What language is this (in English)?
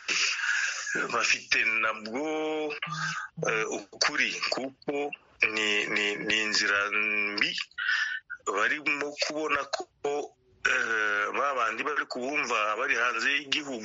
Kinyarwanda